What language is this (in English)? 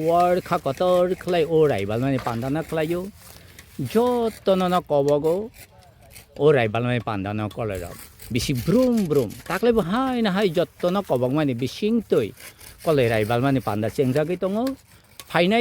Kok Borok